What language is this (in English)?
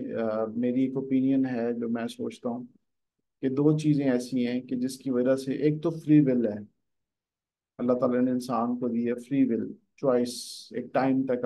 Hindi